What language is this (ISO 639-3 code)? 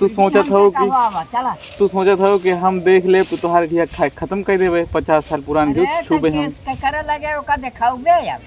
awa